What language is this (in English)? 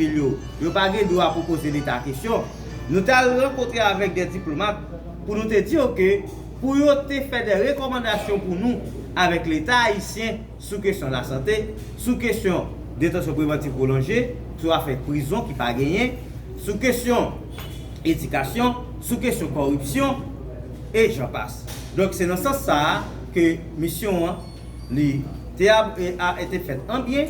Haitian Creole